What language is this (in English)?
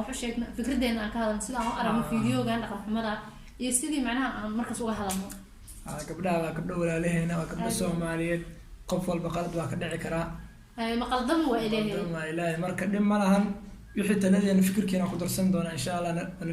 Somali